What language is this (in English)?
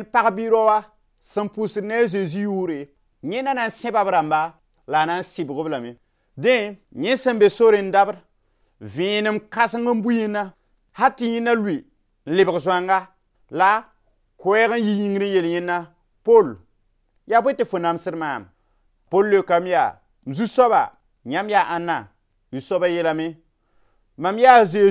Mossi